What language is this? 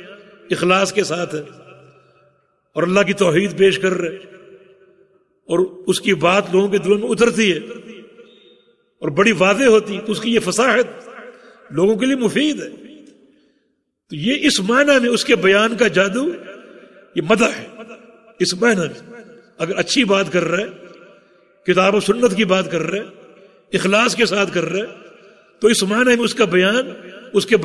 Urdu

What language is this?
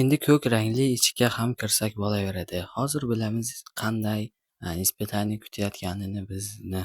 Uzbek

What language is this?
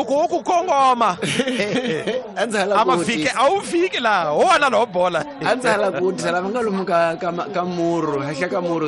Tsonga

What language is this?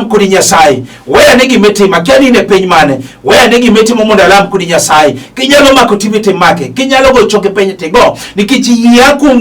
Luo (Kenya and Tanzania)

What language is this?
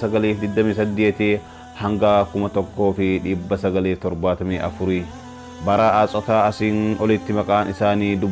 Oromo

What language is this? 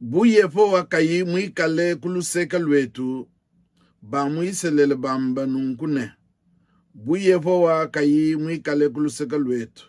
Luba-Lulua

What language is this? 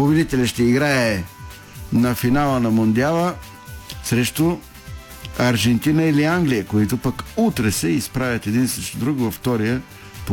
Bulgarian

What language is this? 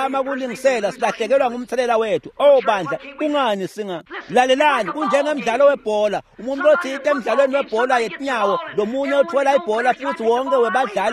Swati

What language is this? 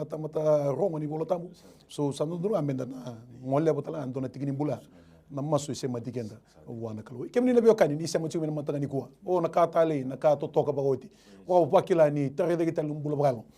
Fijian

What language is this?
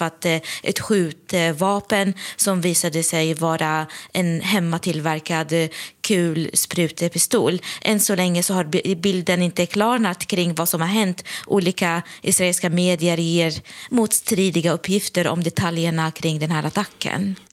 Swedish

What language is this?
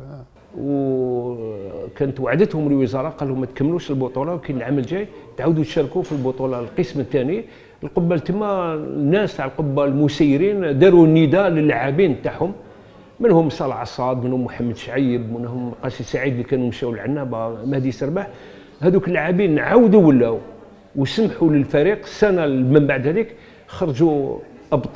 Algerian Arabic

